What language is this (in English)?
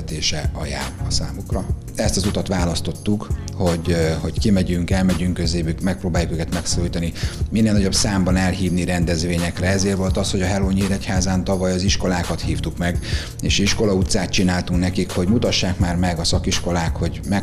Hungarian